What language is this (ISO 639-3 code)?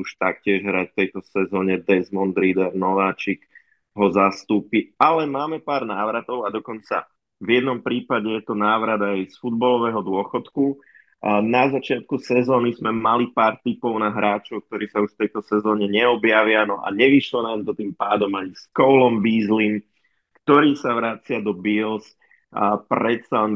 slk